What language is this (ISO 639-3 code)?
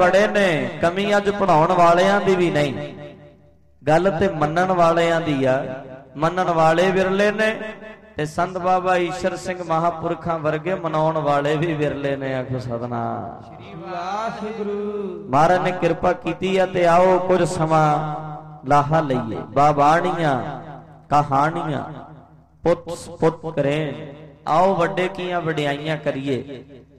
pan